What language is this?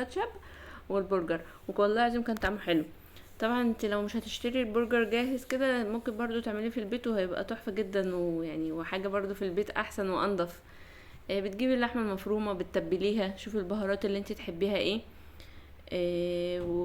Egyptian Arabic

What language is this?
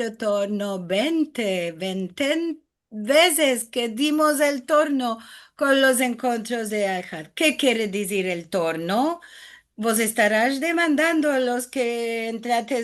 Ladino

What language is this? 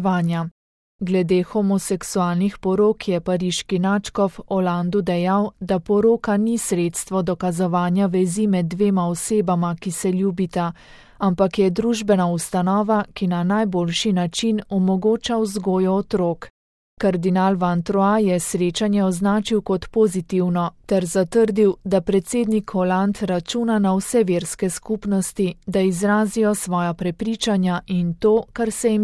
Slovenian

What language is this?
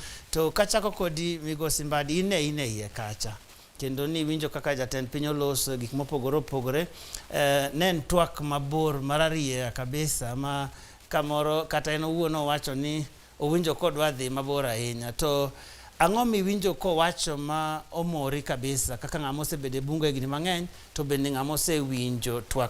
Luo (Kenya and Tanzania)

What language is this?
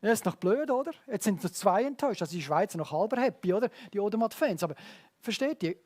Swiss German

